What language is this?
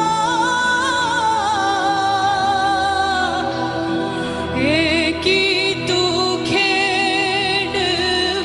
Punjabi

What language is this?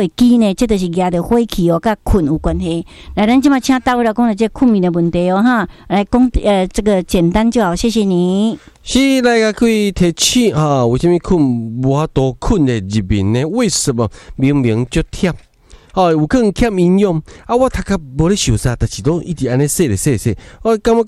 Min Nan Chinese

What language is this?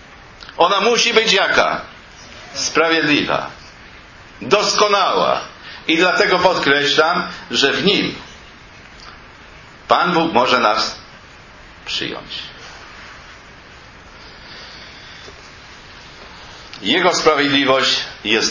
Polish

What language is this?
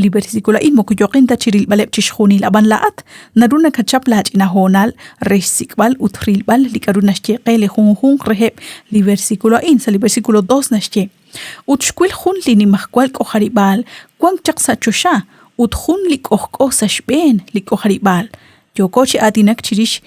Kekchí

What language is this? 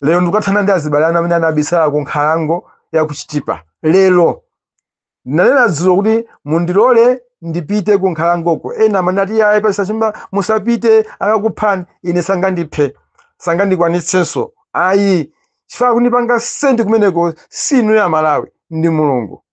Nyanja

